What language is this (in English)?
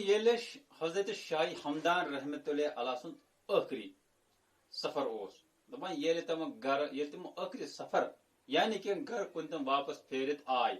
Kashmiri